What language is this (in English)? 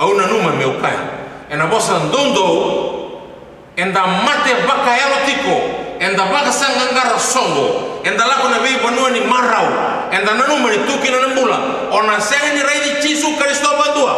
Fijian